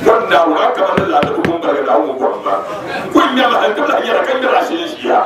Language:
Dagbani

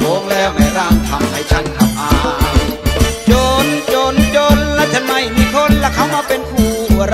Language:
Thai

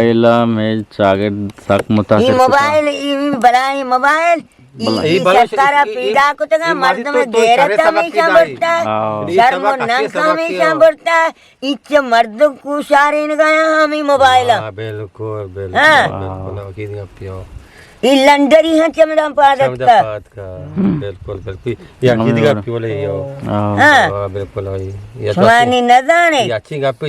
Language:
Eastern Balochi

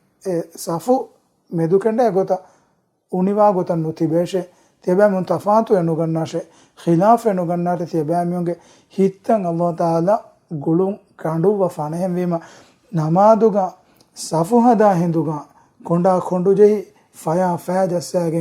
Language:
Divehi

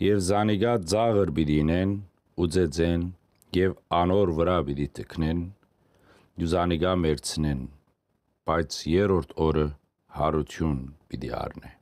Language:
Western Armenian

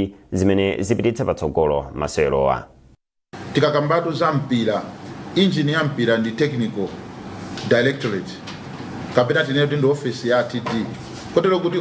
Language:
Nyanja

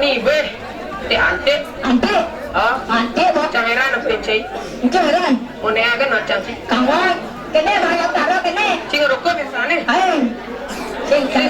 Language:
Balinese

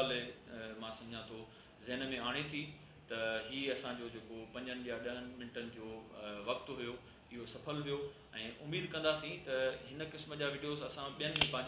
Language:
Sindhi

